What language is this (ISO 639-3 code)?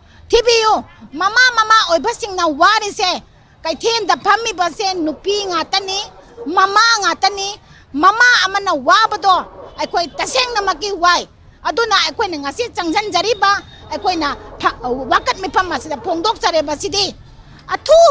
mni